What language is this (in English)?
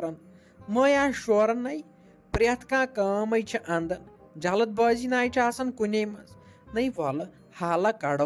Kashmiri